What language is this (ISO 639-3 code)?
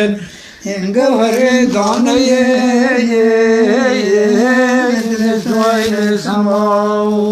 kur